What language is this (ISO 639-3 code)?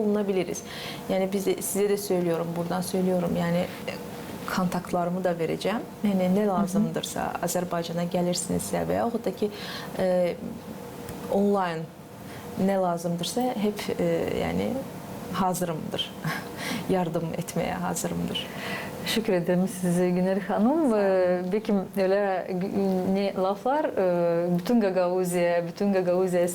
gag